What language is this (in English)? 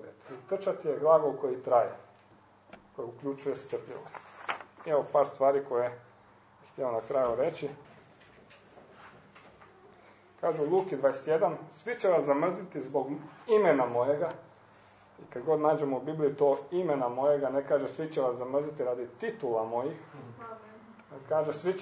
Croatian